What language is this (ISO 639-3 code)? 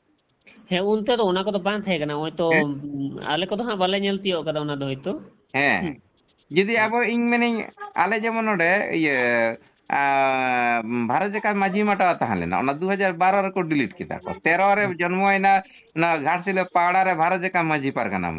sat